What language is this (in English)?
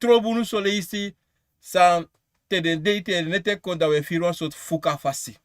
Sranan Tongo